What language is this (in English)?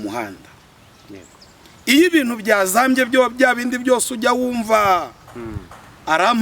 Kinyarwanda